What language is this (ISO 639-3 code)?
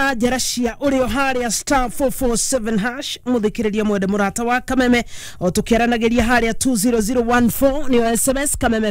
kik